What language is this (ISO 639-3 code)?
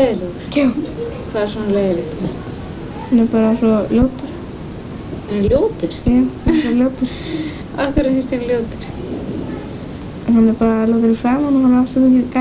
isl